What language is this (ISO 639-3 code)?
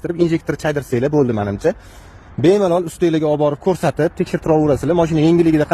uzb